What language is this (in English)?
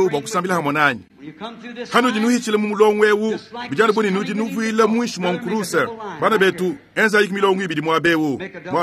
Luba-Lulua